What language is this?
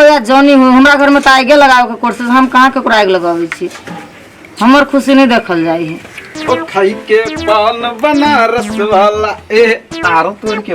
Maithili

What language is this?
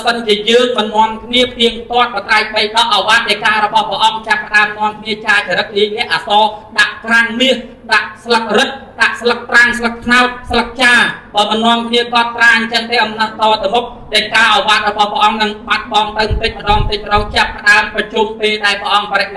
Khmer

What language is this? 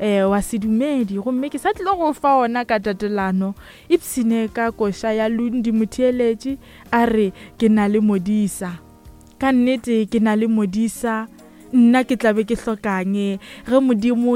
Northern Sotho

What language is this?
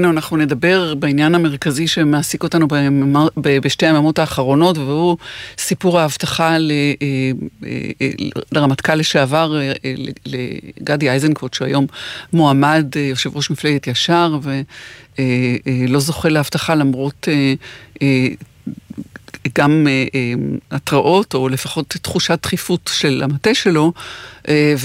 Hebrew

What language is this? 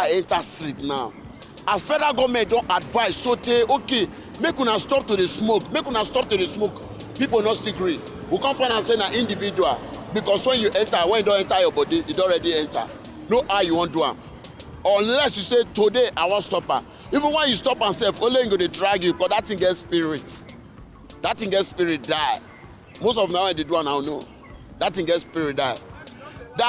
Nigerian Pidgin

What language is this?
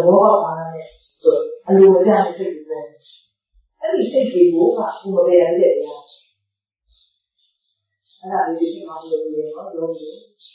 Burmese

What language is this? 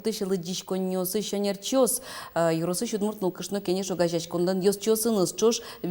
Udmurt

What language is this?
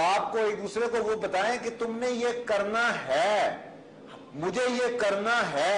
Urdu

